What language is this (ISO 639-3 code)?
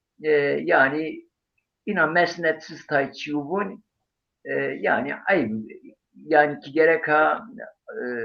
zza